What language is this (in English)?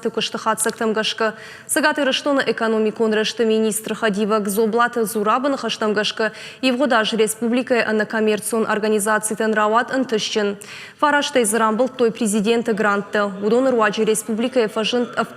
Ossetic